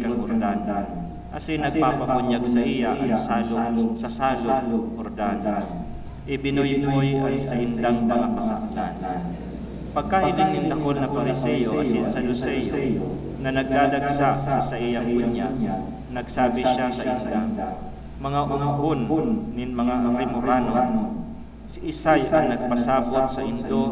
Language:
Bikol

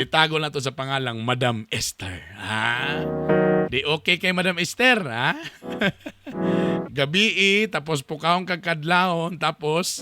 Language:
Cebuano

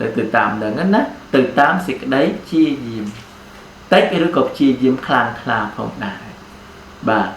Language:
Khmer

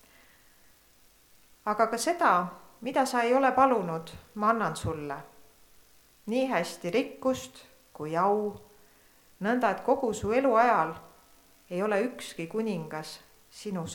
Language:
Estonian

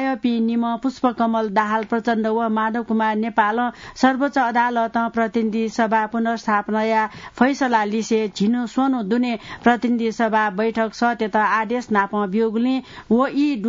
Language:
Newari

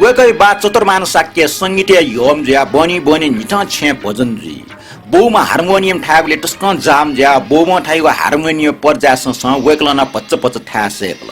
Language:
Newari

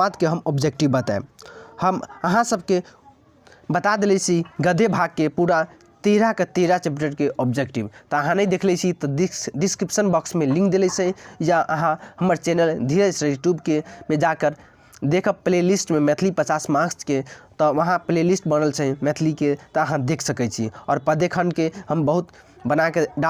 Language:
Maithili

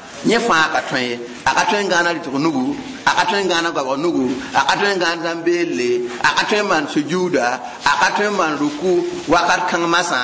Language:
Mossi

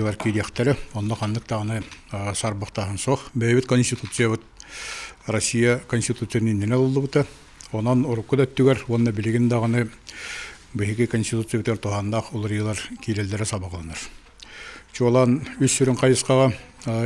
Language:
Yakut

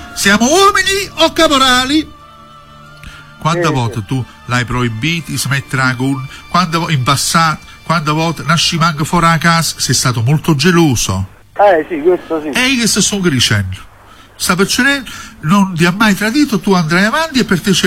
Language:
Italian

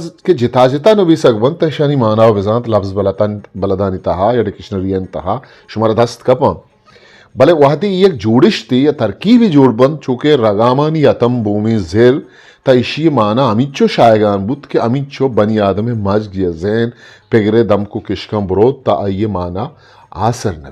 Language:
Eastern Balochi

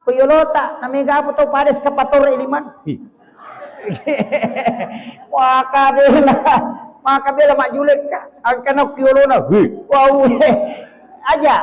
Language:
Buginese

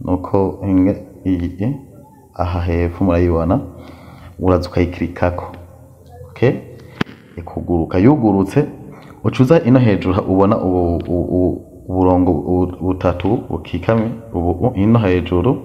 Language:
Rundi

